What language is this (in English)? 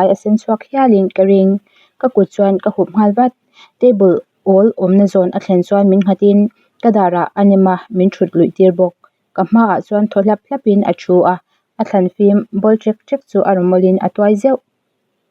Mizo